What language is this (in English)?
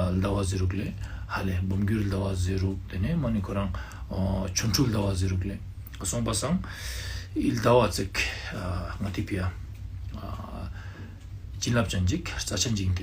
Ladakhi